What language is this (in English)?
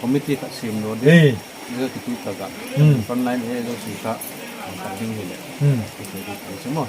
Paite Chin